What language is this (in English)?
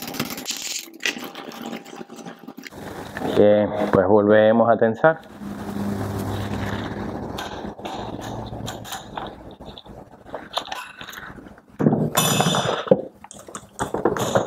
Spanish